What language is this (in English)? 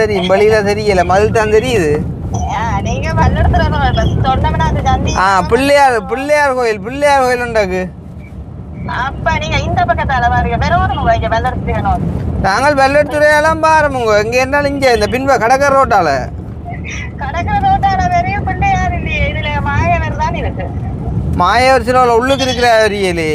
Tamil